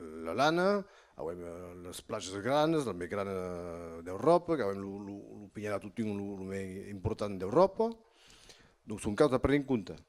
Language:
Occitan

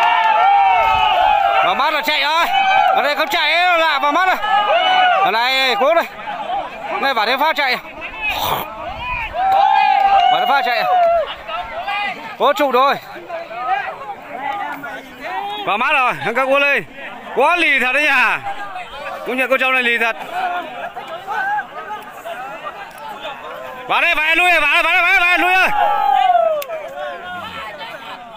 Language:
Vietnamese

